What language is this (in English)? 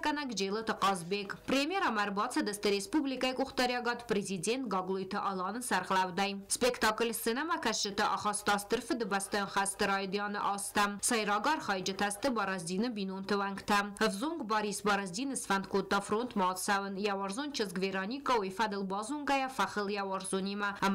Ossetic